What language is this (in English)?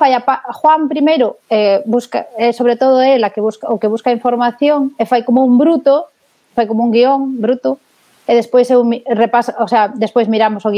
Galician